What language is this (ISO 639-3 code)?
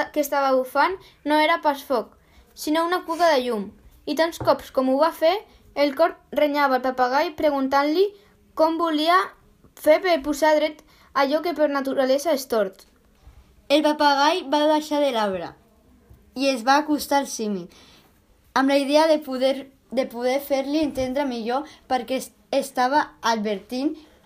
cat